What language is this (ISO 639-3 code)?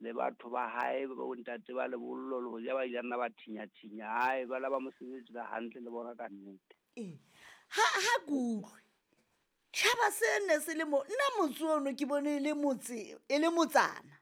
sot